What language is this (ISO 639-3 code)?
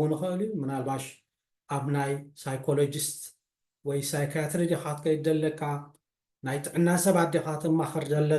tir